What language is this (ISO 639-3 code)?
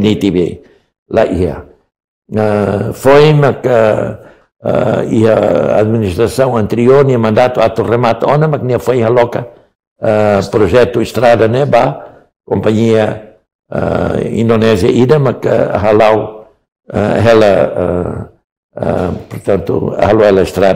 tet